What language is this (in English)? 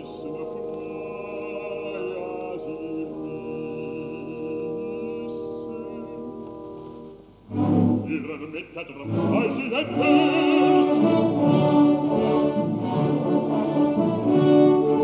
German